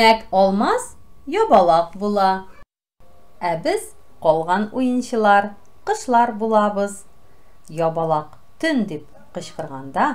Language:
Tatar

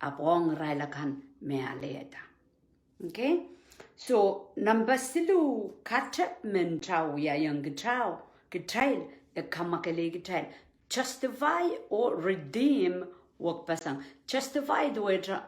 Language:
Pohnpeian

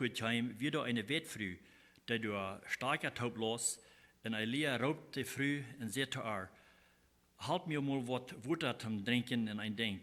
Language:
Plautdietsch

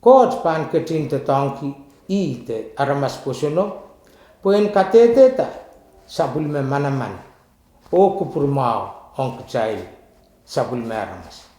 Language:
Pohnpeian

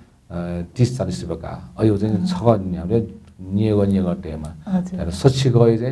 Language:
Newari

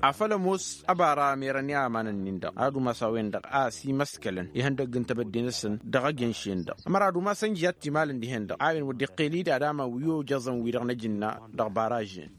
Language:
Tamasheq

